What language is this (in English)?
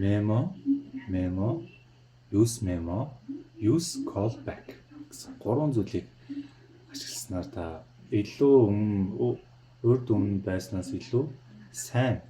Mongolian